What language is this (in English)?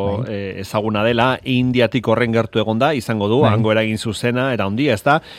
Basque